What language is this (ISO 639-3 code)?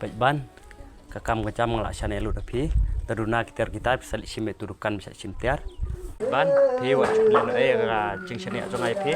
kha